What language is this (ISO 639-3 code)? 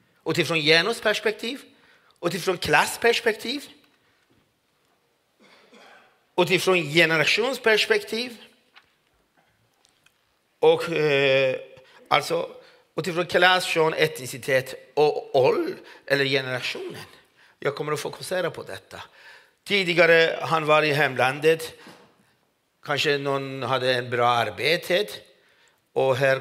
swe